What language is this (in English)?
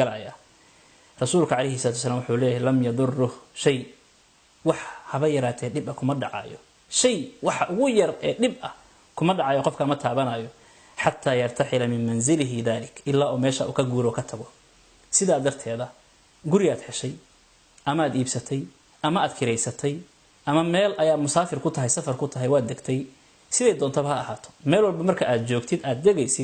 Somali